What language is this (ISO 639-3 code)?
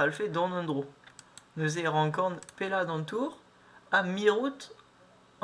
bre